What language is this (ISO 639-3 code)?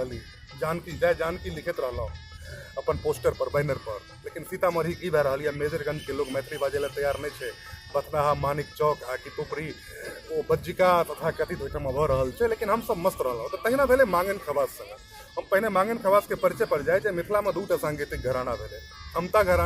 mai